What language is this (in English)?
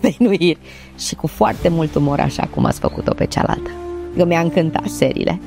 Romanian